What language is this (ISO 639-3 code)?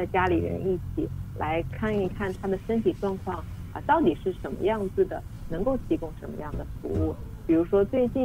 zho